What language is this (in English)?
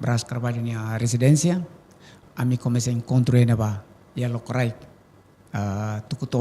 Tetum